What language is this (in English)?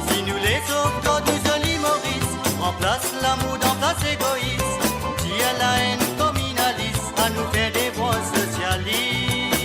Morisyen